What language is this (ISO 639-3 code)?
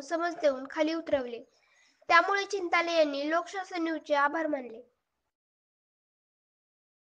mar